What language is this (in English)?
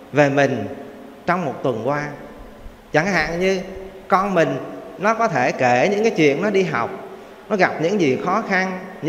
Vietnamese